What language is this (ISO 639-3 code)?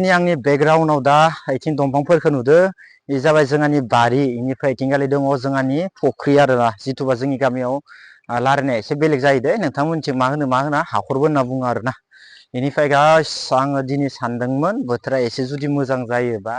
brx